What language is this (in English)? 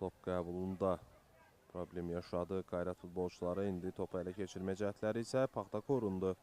Azerbaijani